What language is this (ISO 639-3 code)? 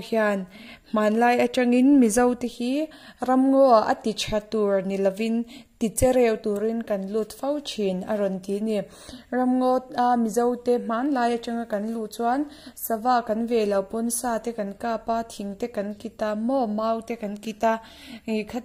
lus